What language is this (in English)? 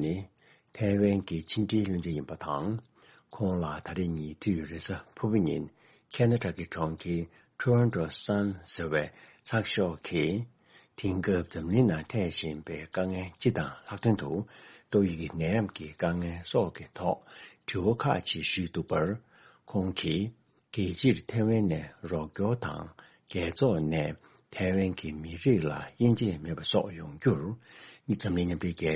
Tibetan